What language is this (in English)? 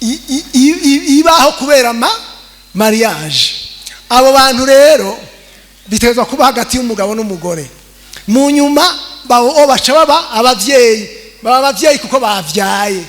Rundi